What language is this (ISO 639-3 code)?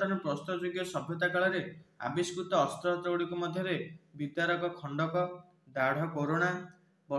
ori